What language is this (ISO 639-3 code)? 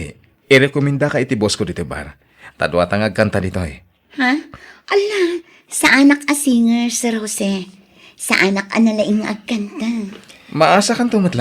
ilo